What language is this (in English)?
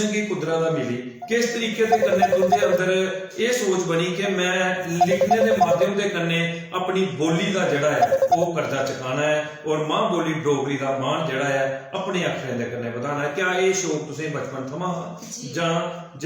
Dogri